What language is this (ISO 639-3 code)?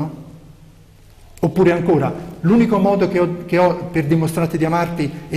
ita